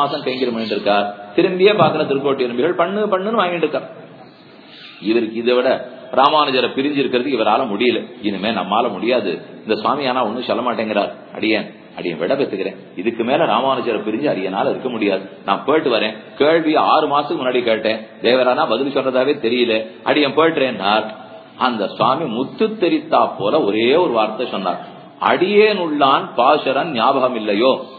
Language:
Tamil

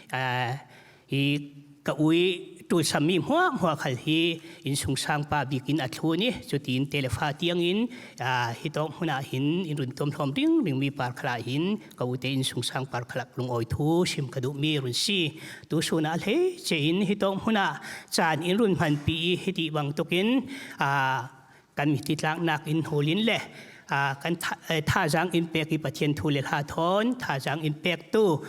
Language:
Falam Chin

